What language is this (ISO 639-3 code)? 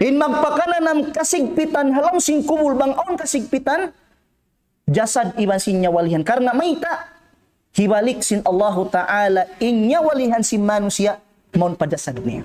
tsg